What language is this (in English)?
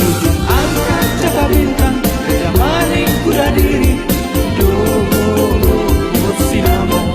Batak Toba